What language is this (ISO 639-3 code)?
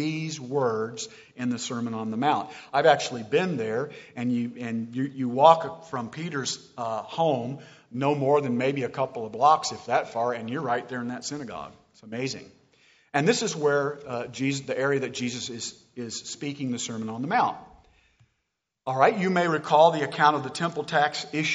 eng